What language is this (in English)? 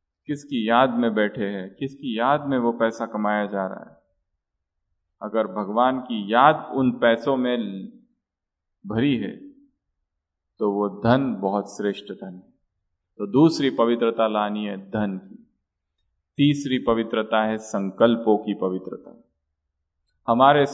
Hindi